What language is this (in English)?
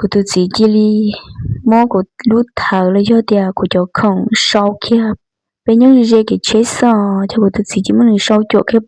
Hmong